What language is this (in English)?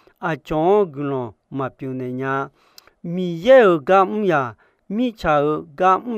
Akha